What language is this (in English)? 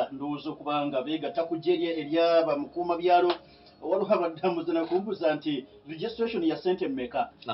Ganda